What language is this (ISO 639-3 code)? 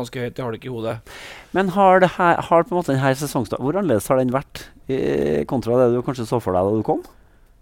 nor